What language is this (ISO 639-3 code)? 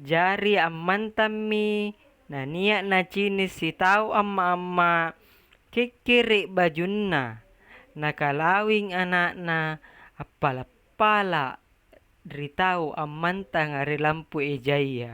mak